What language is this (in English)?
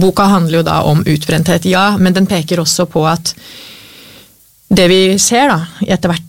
Norwegian